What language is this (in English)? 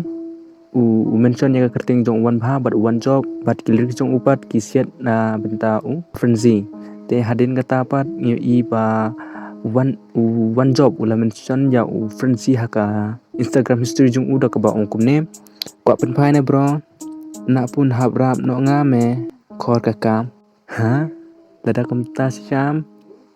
Khasi